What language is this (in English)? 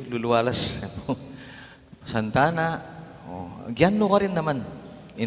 Pampanga